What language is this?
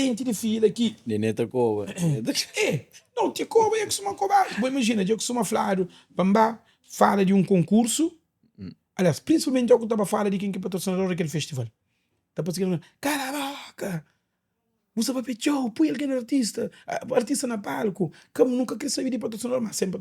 Kabuverdianu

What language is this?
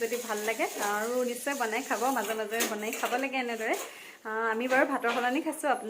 Assamese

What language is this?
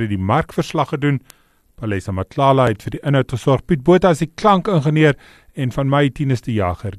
Afrikaans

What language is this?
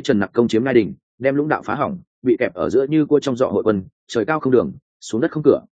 Vietnamese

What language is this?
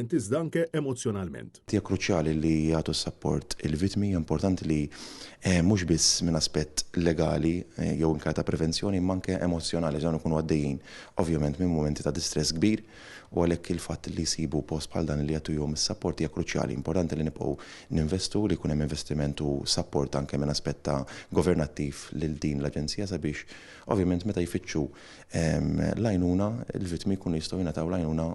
Maltese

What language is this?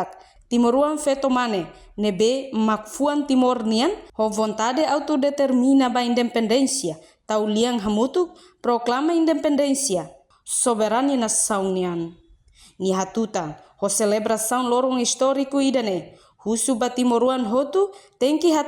Tetum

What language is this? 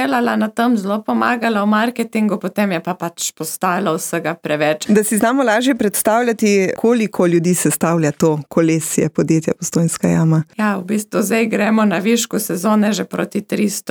Slovenian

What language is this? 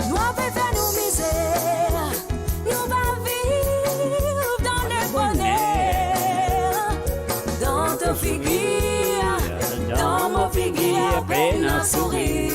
Morisyen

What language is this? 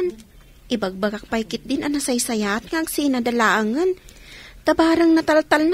Iloko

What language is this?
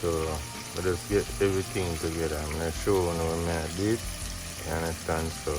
Jamaican Creole English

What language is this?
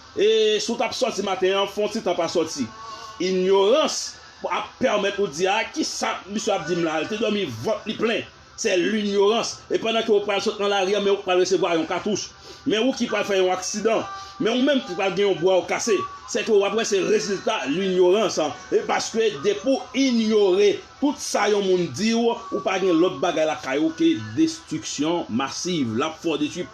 Haitian Creole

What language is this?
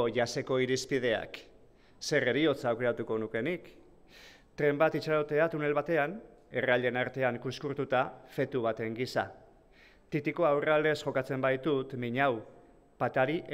Basque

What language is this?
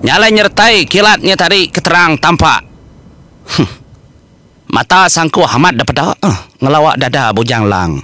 Iban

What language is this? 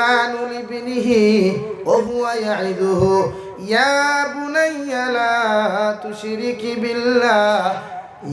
Sylheti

